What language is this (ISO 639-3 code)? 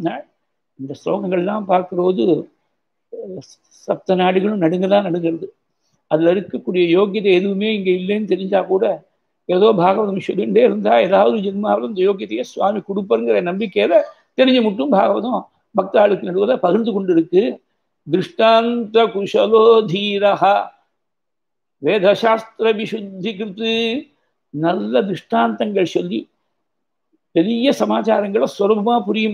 tam